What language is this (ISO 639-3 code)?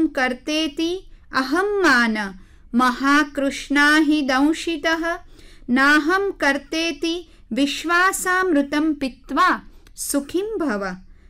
guj